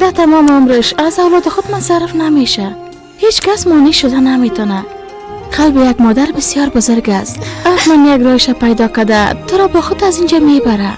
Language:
Persian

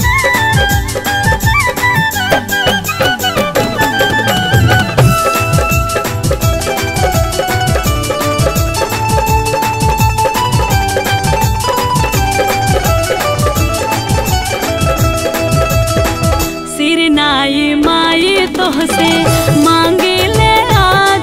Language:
Bhojpuri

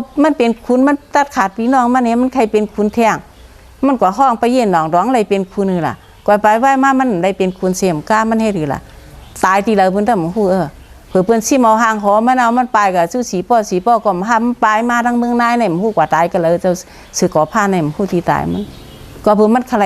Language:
Shan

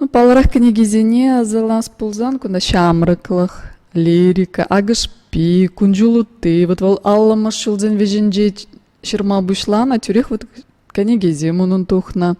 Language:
Chuvash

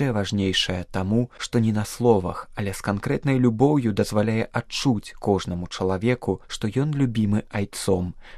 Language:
Belarusian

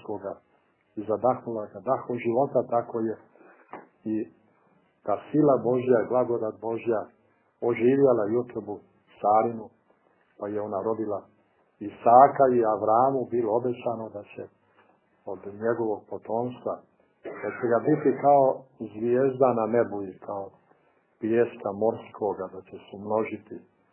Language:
Serbian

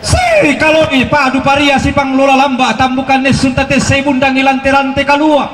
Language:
Toraja-Sa'dan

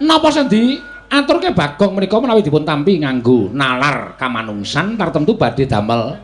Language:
Javanese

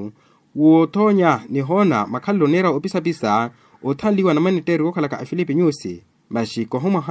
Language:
Makhuwa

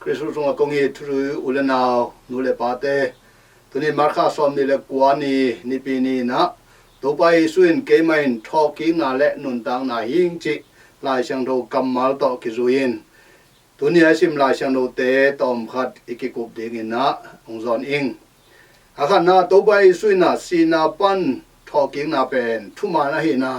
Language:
Tedim Chin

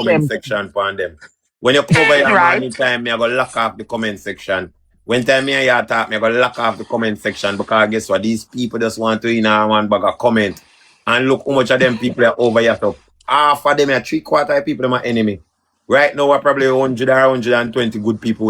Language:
Jamaican Creole English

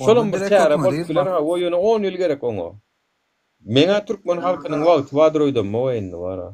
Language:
Turkmen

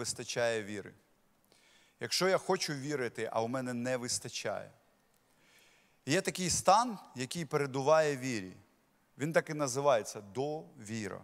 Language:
Ukrainian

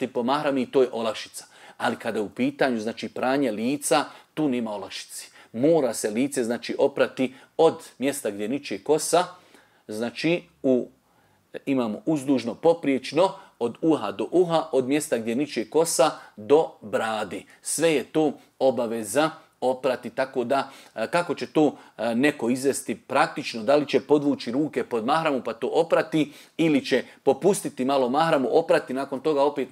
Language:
Bosnian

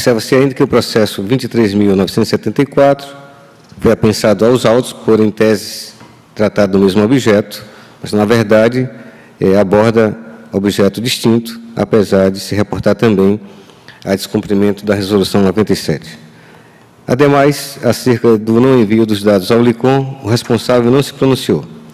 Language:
Portuguese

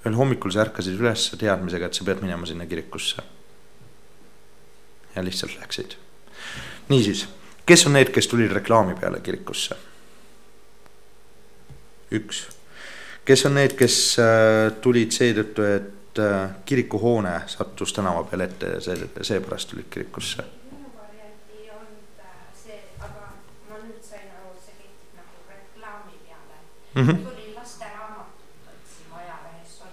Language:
Estonian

